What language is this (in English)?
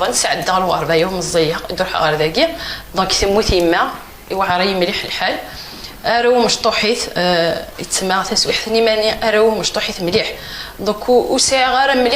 Kabyle